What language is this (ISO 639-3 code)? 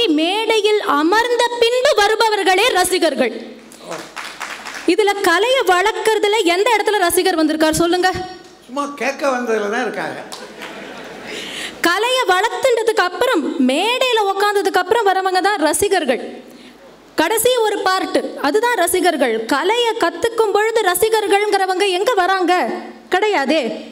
tam